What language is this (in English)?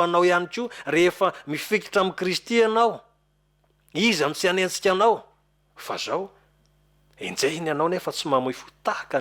Malagasy